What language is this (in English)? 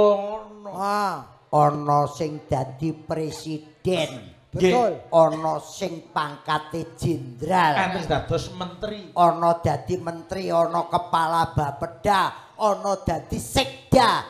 Javanese